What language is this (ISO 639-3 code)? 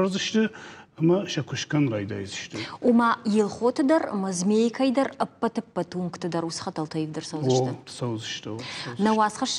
oss